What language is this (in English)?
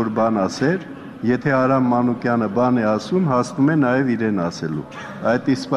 Armenian